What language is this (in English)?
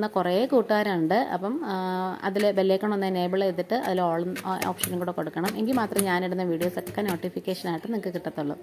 Malayalam